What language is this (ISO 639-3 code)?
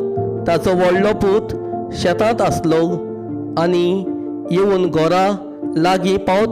kok